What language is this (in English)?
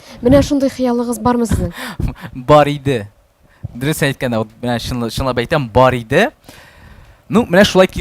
Tatar